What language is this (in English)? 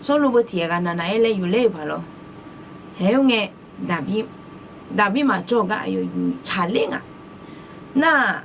Akha